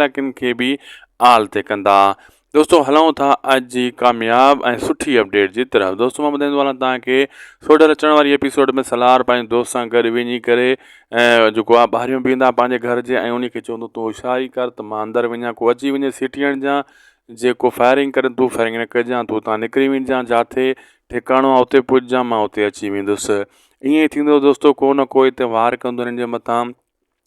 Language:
Sindhi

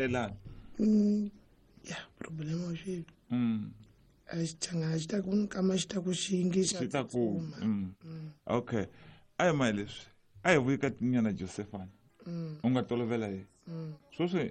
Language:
Tsonga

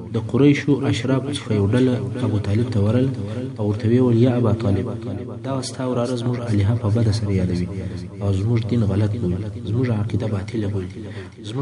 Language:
Pashto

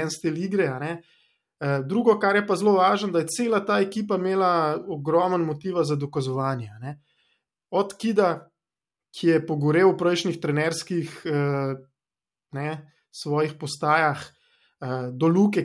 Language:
Slovenian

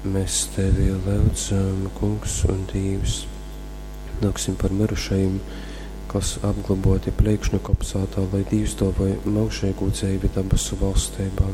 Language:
Latgalian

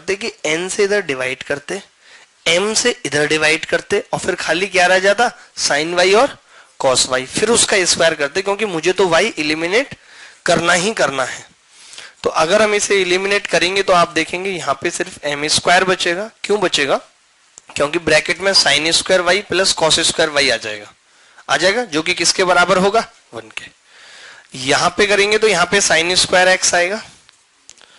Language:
Hindi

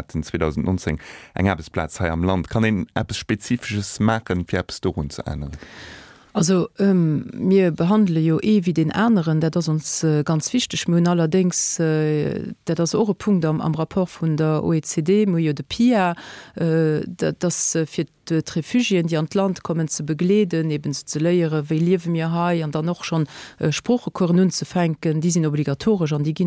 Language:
Luxembourgish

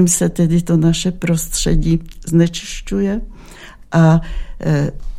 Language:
Czech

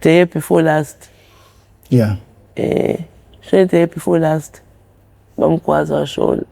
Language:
Zulu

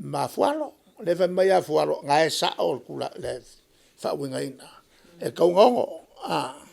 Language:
Samoan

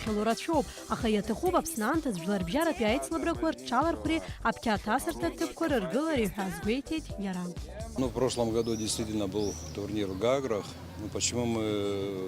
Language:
Abkhazian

